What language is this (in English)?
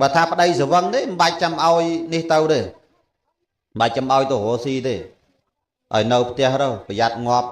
Khmer